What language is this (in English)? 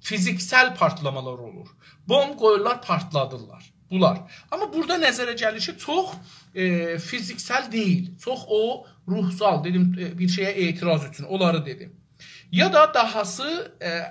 South Azerbaijani